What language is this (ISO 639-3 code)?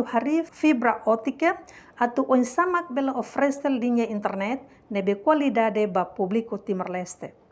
tet